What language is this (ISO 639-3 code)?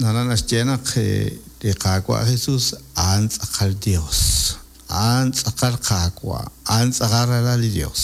kek